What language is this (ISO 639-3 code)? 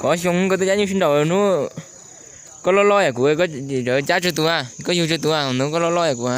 hmn